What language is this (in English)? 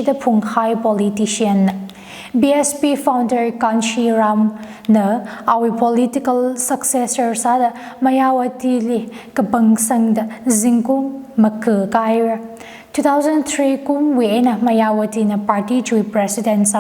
Tangkhul Naga (India)